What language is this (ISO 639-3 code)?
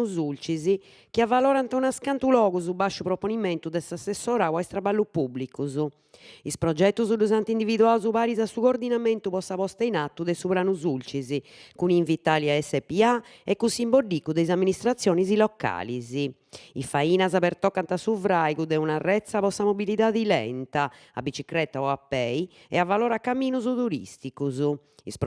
srd